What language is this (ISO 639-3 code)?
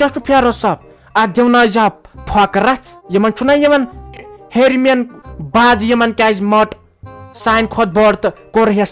kas